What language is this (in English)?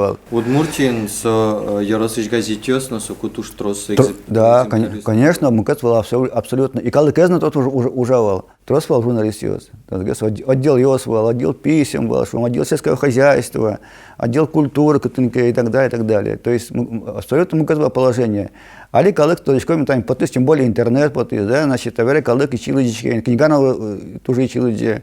Udmurt